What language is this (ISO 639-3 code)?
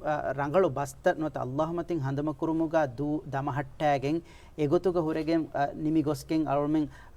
div